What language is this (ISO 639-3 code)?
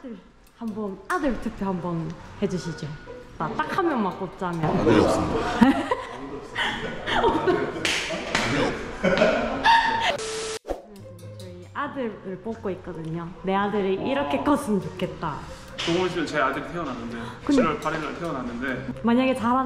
kor